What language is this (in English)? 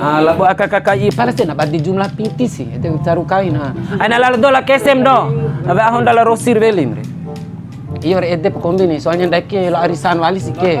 Bima